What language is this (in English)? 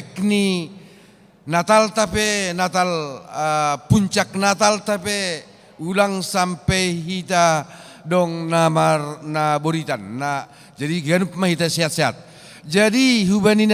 Batak Simalungun